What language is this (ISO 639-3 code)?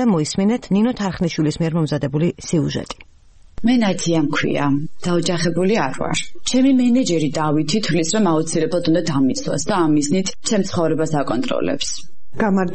kat